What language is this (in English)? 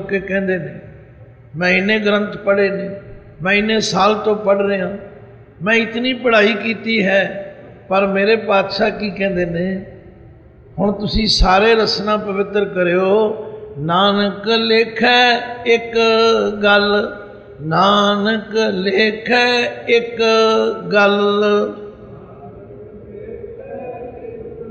Punjabi